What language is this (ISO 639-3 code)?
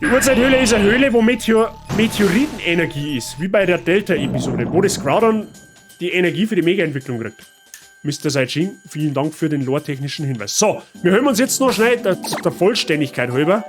bar